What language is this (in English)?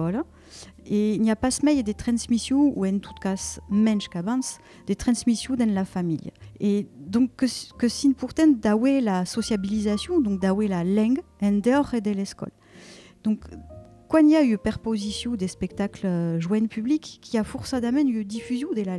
Occitan